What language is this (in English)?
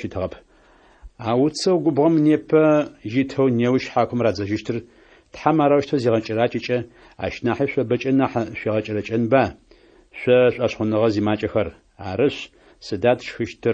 Adyghe